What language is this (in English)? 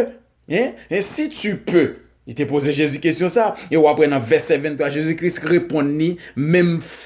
Haitian Creole